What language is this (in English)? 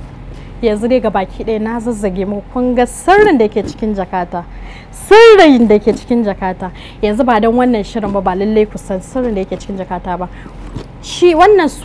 Hausa